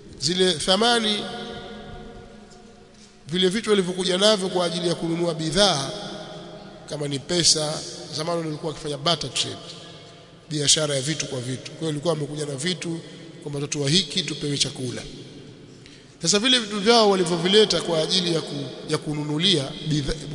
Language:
Swahili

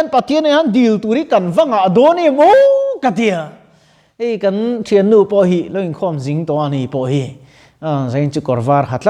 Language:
Mizo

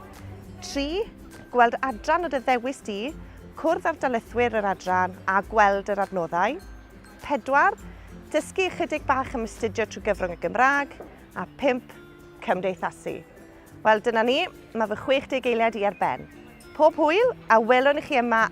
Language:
Welsh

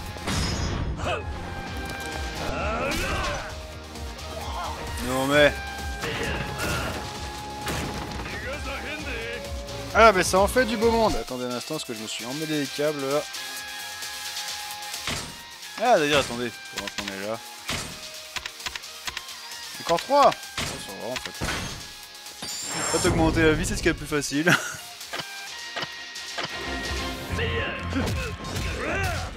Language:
French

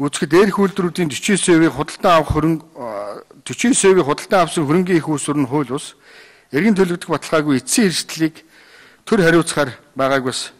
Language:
Mongolian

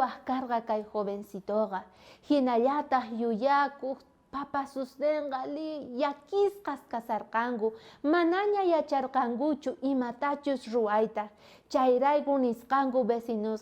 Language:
South Bolivian Quechua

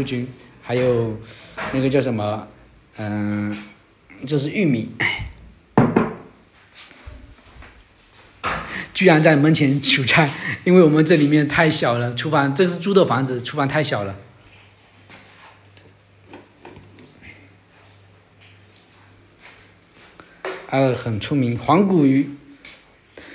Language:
Chinese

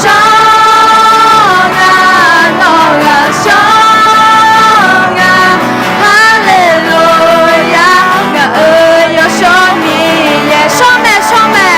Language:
Akha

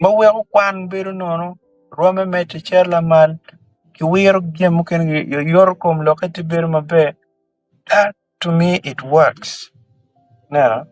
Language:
Acoli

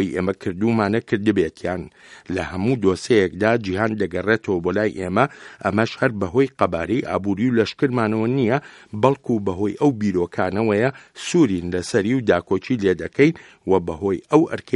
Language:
Central Kurdish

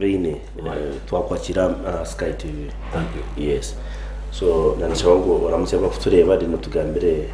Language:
Nyankole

